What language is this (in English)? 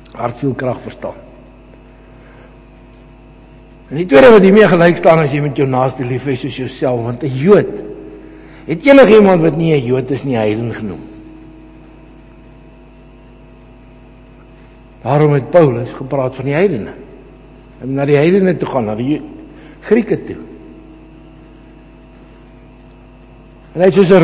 Afrikaans